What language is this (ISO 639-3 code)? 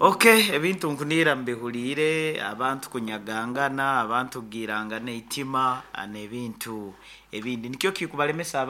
nyo